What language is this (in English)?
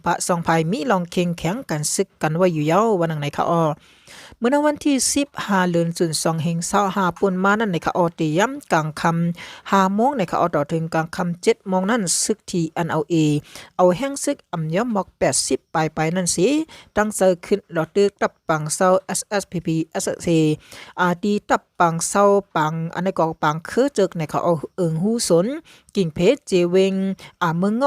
Shan